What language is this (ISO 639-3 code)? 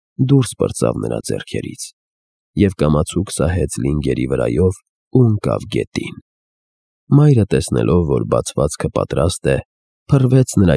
hye